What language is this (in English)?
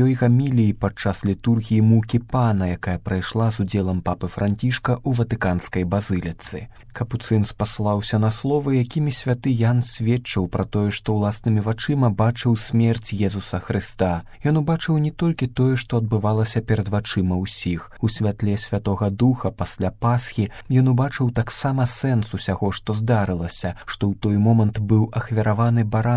Belarusian